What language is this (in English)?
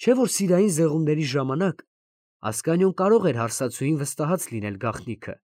Armenian